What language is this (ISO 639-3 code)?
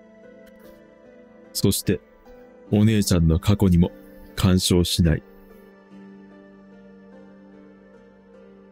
jpn